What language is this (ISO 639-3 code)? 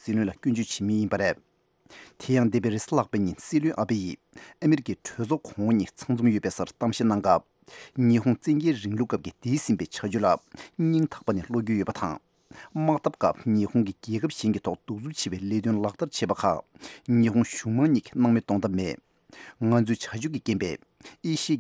bod